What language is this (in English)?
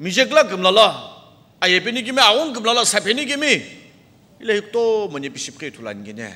Sumi Naga